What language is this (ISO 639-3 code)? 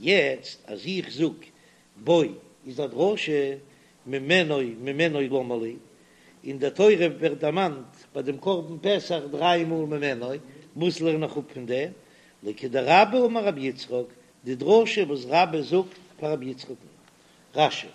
yid